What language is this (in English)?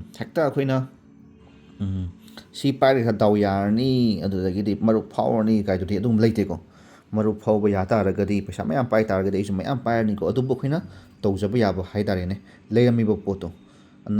Manipuri